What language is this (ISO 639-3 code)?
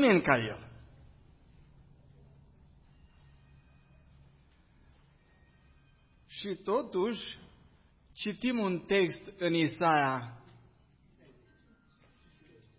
ron